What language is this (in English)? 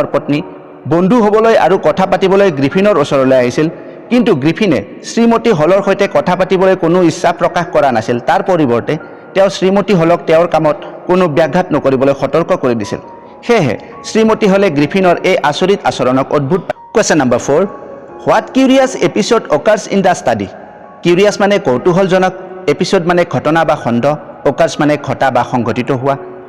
Assamese